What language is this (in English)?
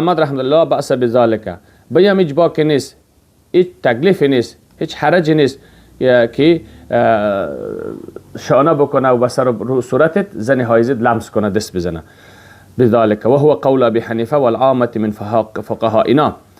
Persian